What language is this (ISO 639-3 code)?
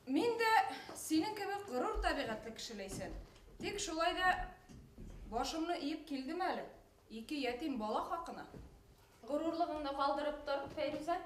bak